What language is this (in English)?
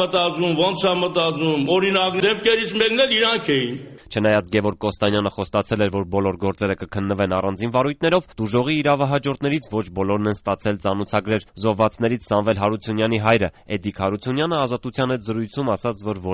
Armenian